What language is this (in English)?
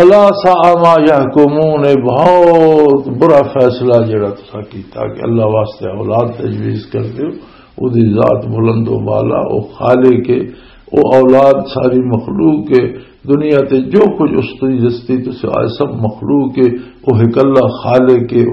Western Panjabi